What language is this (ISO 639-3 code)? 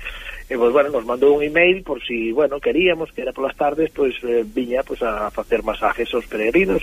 glg